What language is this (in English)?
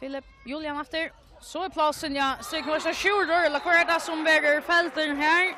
Faroese